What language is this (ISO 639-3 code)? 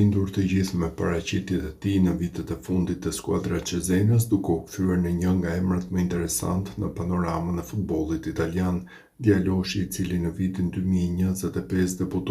sqi